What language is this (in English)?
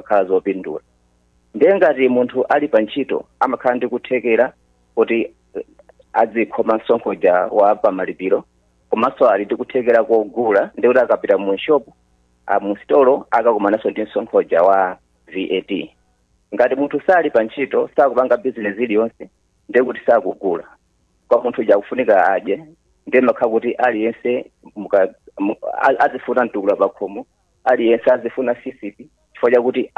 Nyanja